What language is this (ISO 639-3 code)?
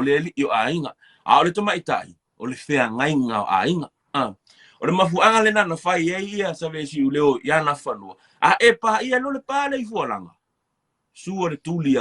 smo